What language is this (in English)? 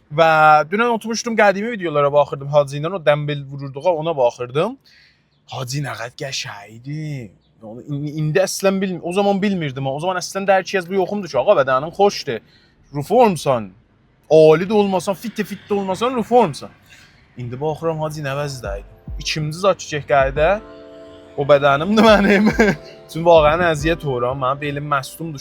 South Azerbaijani